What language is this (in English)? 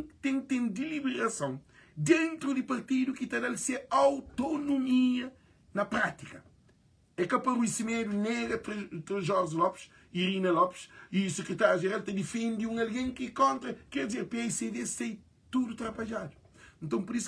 Kabuverdianu